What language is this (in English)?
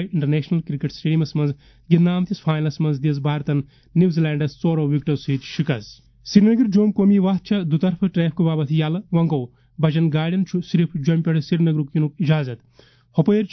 Kashmiri